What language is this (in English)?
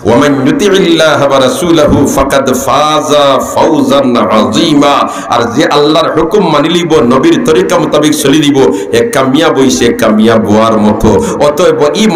Sylheti